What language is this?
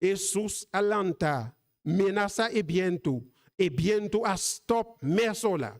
Papiamento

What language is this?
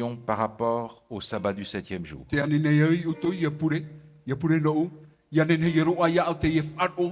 Tahitian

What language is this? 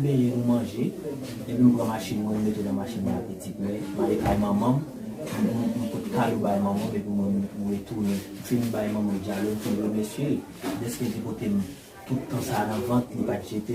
Haitian Creole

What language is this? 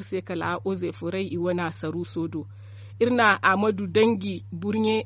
Zarma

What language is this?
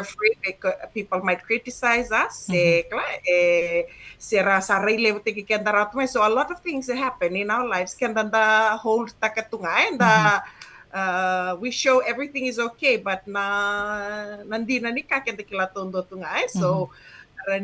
Fijian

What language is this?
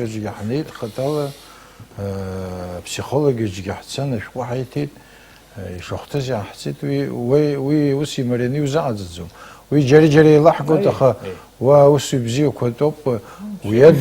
Abkhazian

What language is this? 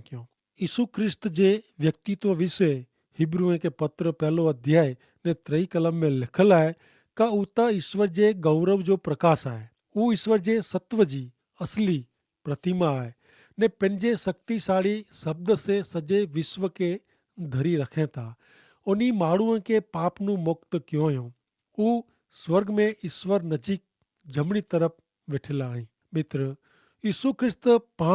Kachhi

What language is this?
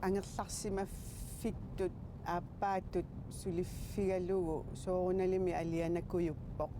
Kalaallisut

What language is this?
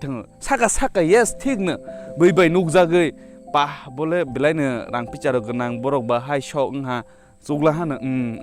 Kok Borok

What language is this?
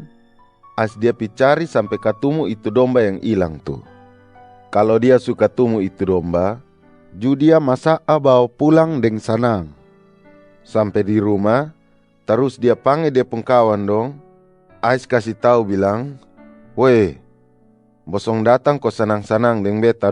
Kupang Malay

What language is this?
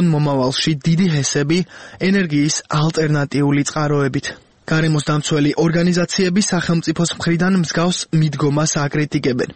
Georgian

